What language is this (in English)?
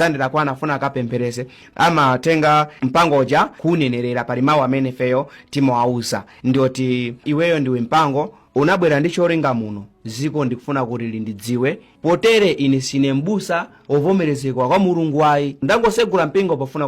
Nyanja